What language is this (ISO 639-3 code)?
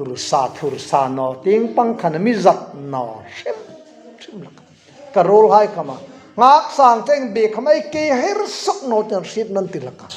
hmr